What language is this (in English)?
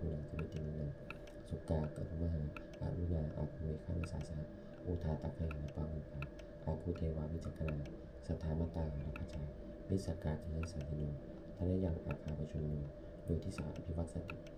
Pali